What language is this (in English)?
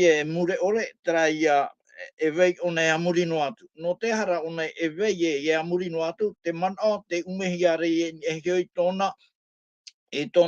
Tahitian